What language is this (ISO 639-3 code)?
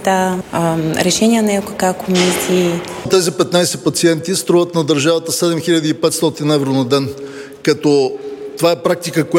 bul